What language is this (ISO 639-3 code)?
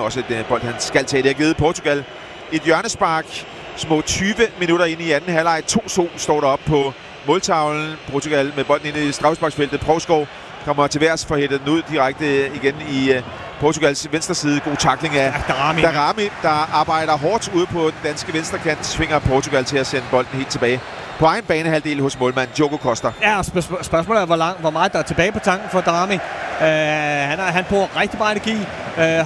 dan